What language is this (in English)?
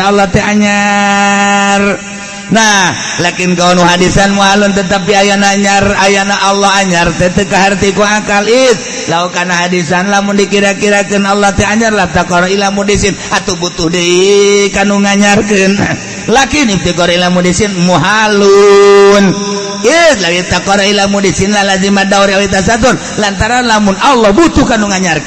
Sundanese